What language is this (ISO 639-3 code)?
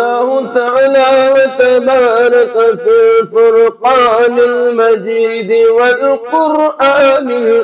kas